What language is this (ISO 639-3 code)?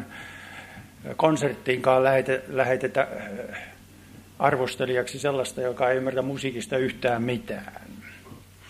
fin